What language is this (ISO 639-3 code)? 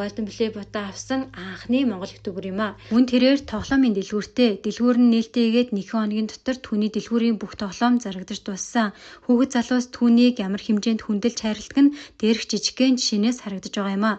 mon